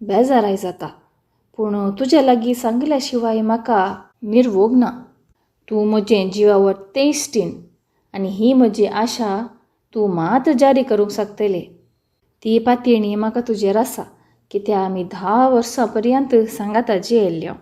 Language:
Konkani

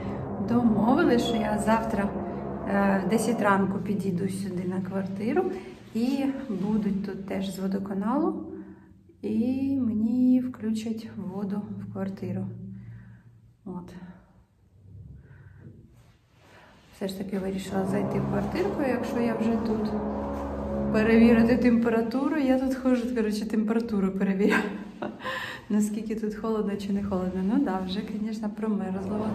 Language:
Ukrainian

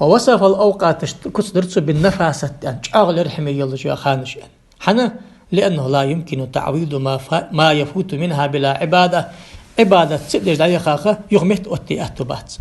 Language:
Ingush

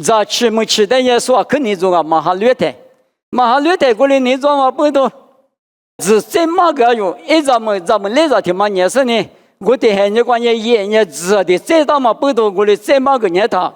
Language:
Lisu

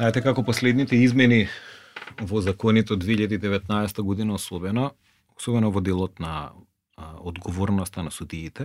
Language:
Macedonian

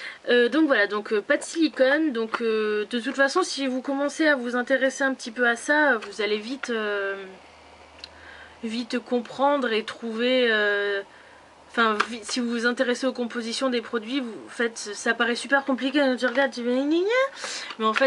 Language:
French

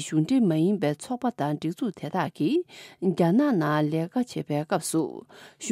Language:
Tibetan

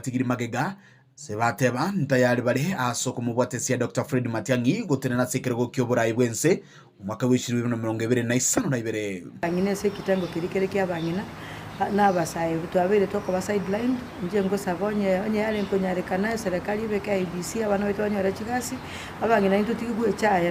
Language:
Gusii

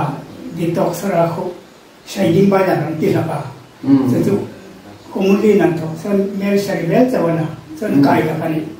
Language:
Hmar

